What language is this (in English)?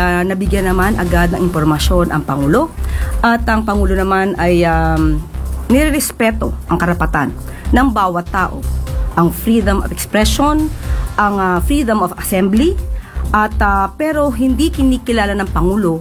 Filipino